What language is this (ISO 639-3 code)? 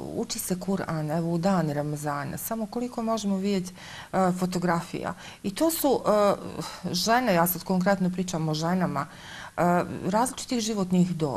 bos